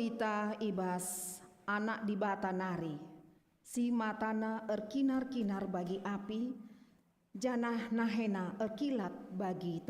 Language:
Batak Karo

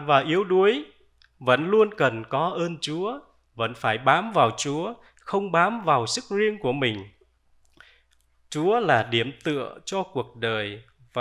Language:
Vietnamese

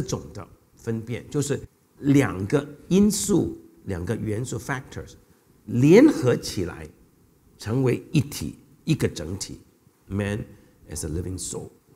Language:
Chinese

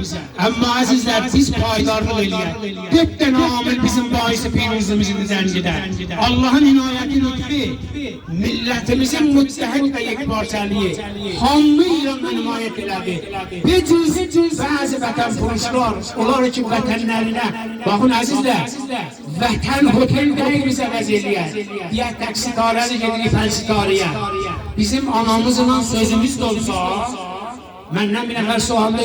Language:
South Azerbaijani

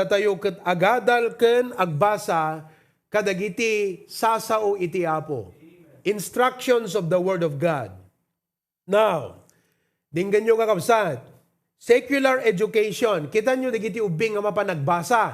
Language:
Iloko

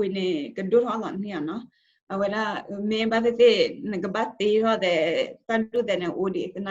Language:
S'gaw Karen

